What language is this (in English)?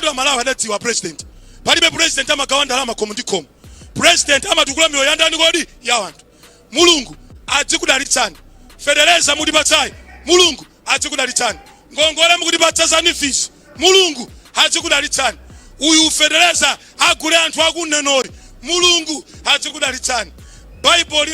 Nyanja